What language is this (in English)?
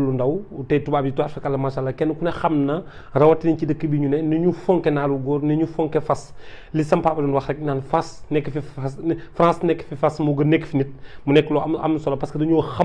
Wolof